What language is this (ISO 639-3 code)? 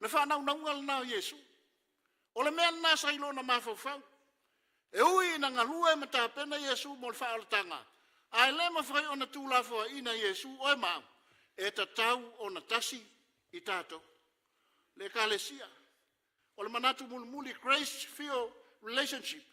smo